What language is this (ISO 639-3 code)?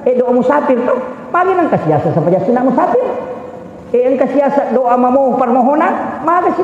bug